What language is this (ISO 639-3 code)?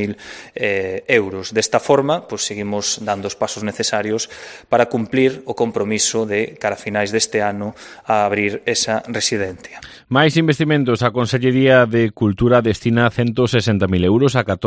glg